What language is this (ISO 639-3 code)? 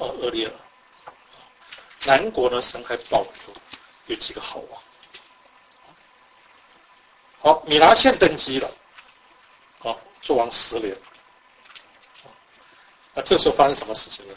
zho